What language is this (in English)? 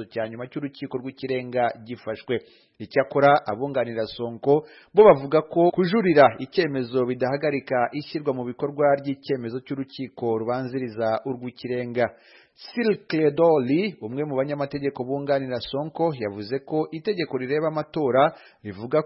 Kinyarwanda